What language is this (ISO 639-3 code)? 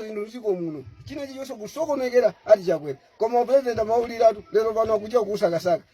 nya